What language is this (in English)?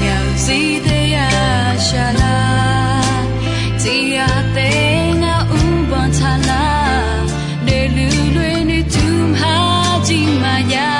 Akha